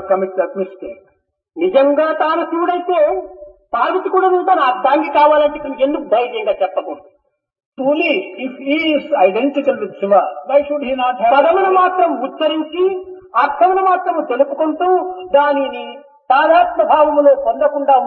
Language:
Telugu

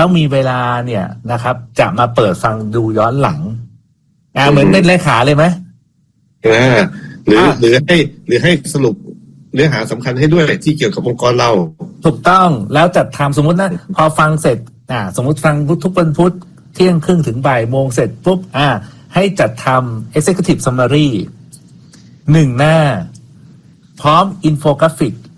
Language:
Thai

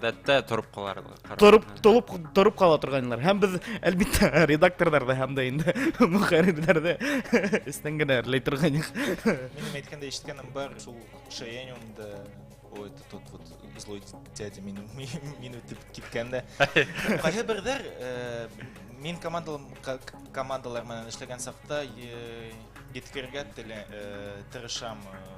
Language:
Bashkir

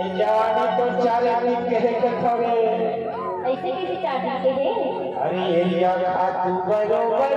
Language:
Chhattisgarhi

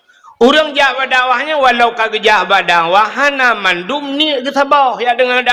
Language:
Achinese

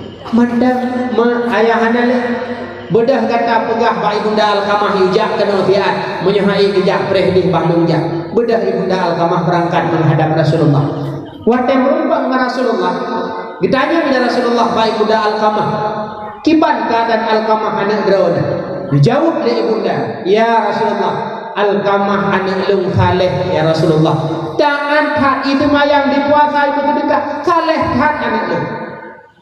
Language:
Achinese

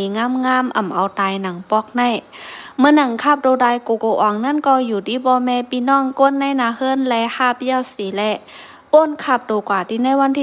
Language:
Shan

